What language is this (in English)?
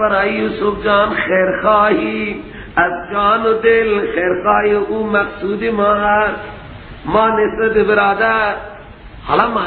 Persian